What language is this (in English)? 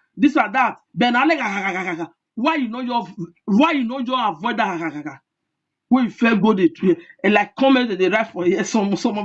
Nigerian Pidgin